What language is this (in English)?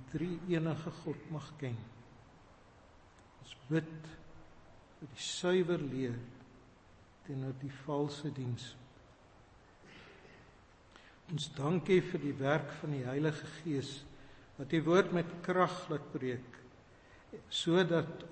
Afrikaans